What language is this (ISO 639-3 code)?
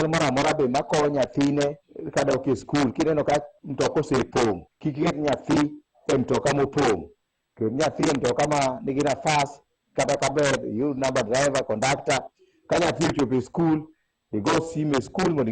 luo